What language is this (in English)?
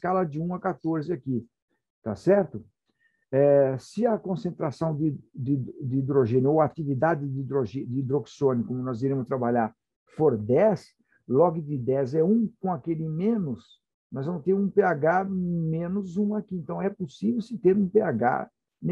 Portuguese